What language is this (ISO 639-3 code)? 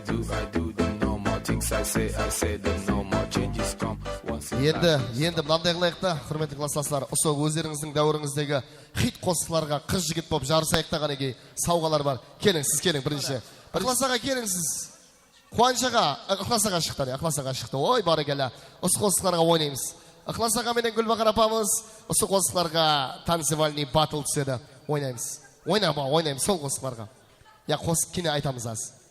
kaa